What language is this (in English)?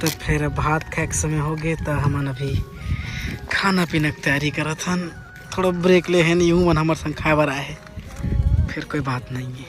Chhattisgarhi